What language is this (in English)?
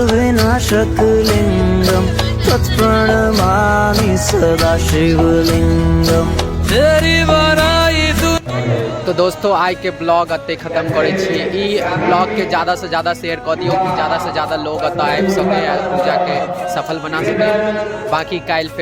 Maithili